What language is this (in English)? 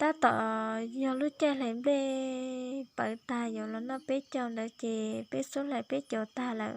Hmong